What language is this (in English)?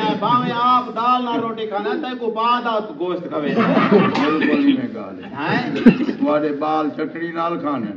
Saraiki